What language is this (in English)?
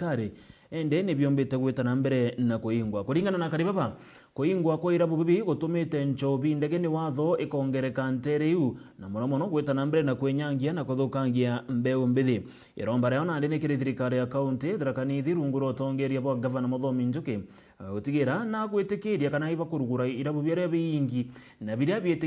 Meru